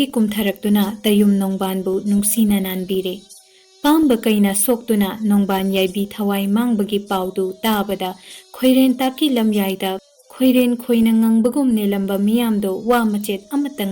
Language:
Manipuri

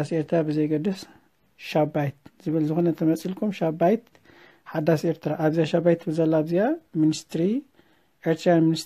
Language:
Tigrinya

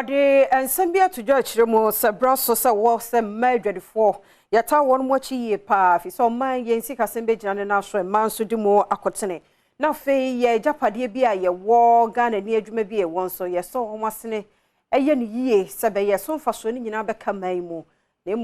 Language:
Akan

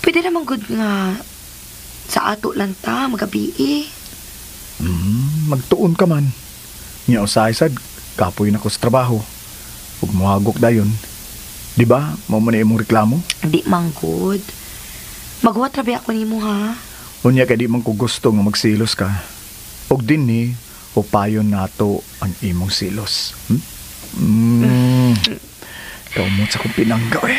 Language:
Cebuano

